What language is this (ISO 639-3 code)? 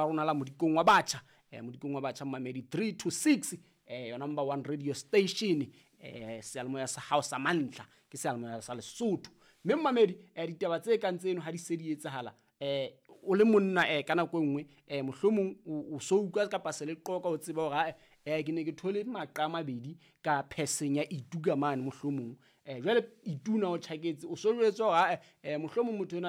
sot